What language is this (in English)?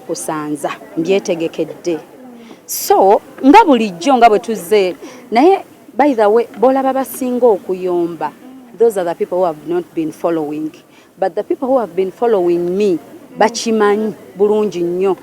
Ganda